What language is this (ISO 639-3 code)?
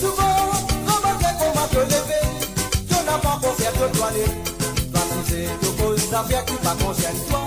mfe